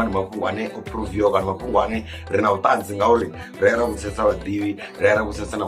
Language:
Venda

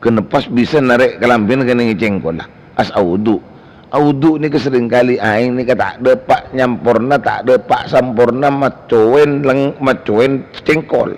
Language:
Madurese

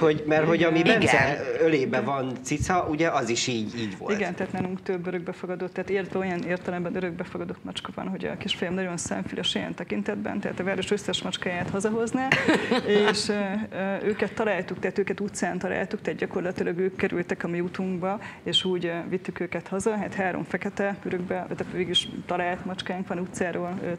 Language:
Hungarian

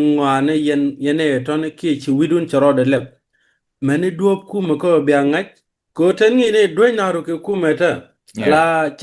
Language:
Nuer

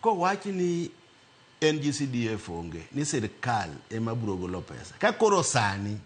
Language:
Luo (Kenya and Tanzania)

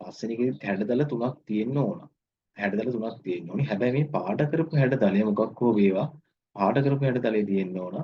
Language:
Sinhala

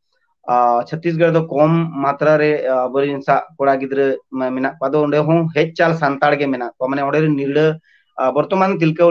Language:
Santali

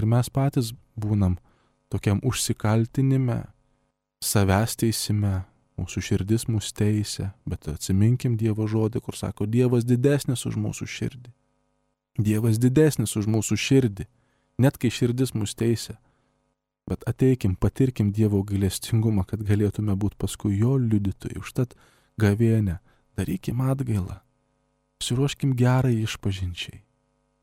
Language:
Lithuanian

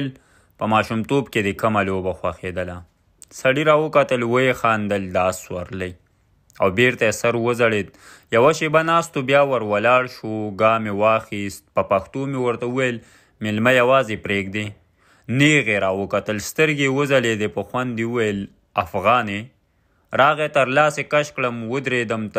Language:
Pashto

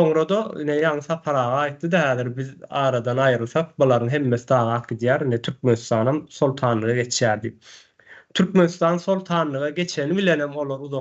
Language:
Turkmen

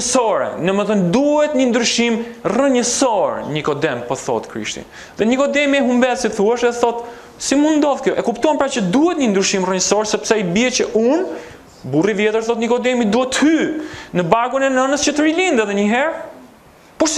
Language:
Albanian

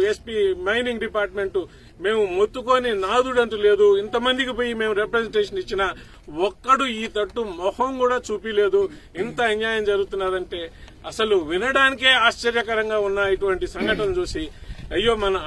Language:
Telugu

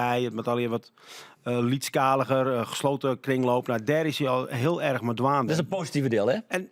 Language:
Western Frisian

